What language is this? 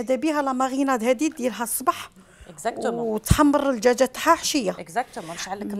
Algerian Arabic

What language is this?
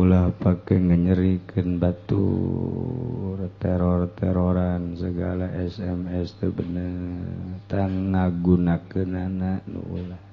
Sundanese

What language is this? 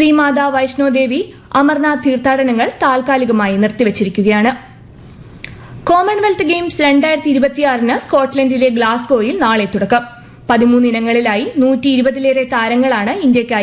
Malayalam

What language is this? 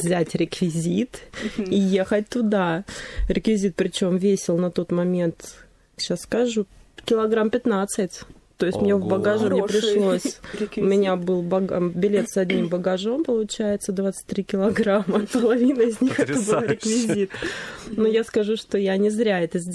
Russian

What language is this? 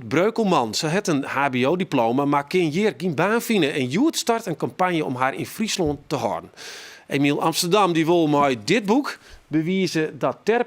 Western Frisian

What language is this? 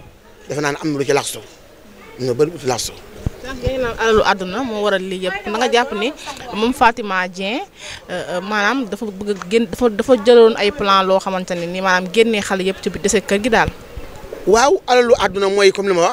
Wolof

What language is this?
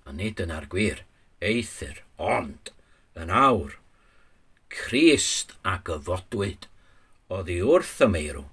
Welsh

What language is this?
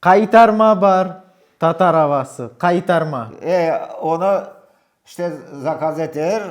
Crimean Tatar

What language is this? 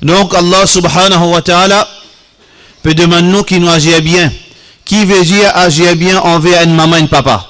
Morisyen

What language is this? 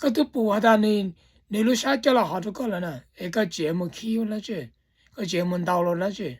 Hmong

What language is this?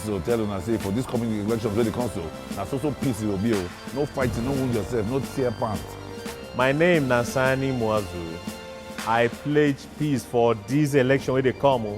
Nigerian Pidgin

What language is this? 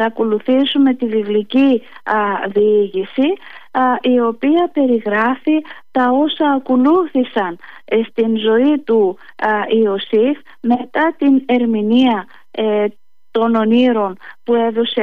Greek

